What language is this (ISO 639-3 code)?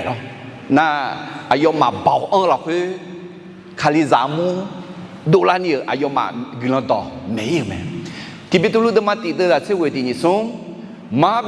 ahk